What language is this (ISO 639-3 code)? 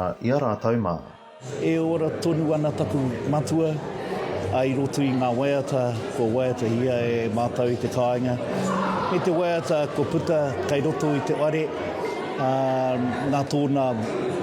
mri